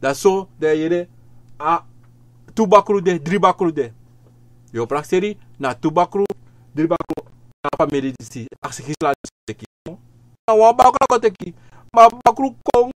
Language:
Sranan Tongo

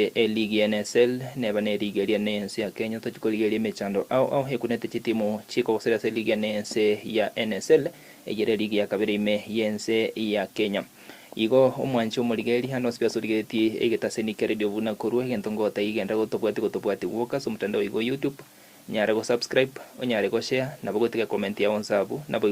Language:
Gusii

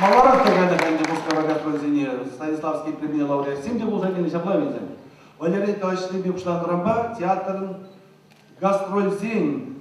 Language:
Chuvash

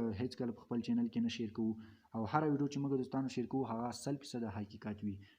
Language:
Pashto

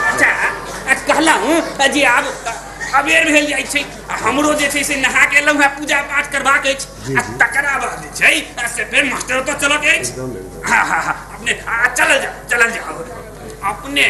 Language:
Maithili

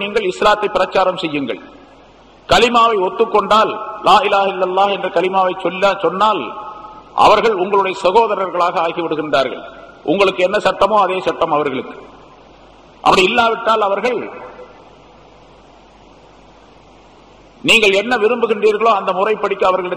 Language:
Tamil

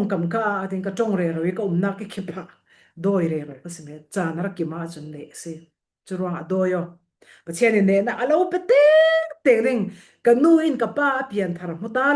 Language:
Falam Chin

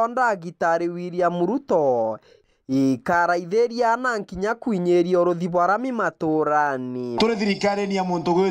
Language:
Meru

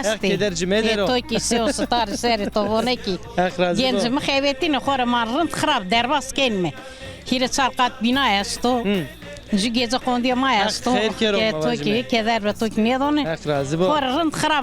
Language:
Zaza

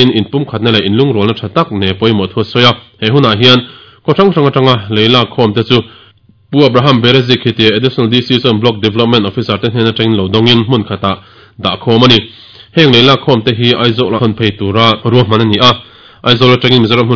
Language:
Mizo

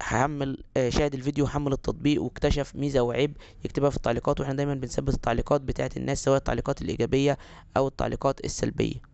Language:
Egyptian Arabic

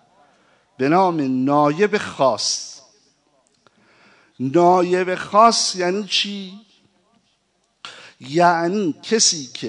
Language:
Persian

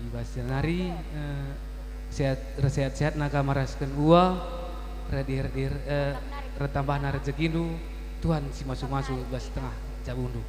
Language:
Batak Karo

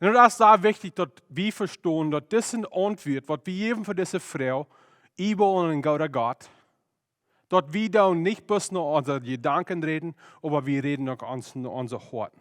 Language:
Plautdietsch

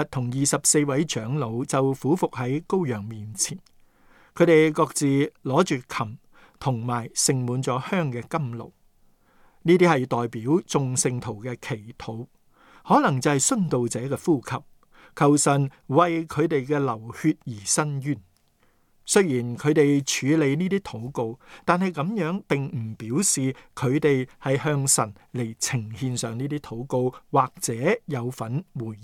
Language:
Cantonese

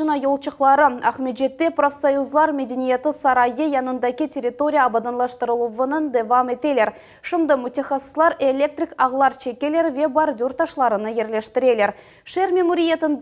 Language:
Crimean Tatar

